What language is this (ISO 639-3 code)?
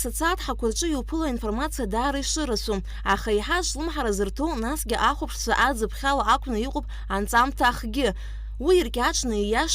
abk